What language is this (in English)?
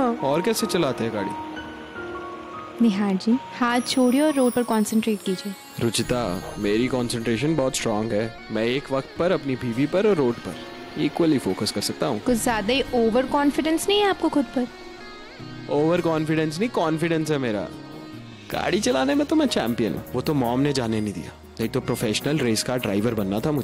Hindi